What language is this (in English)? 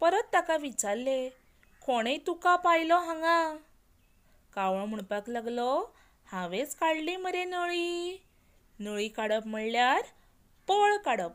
Konkani